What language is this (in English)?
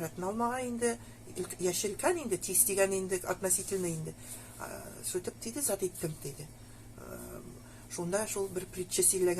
Nogai